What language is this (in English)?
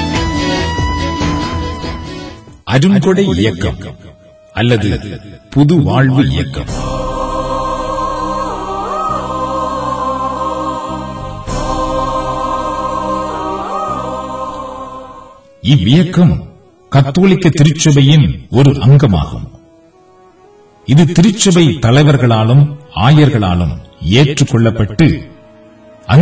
Tamil